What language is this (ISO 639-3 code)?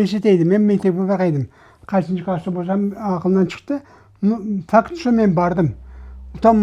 crh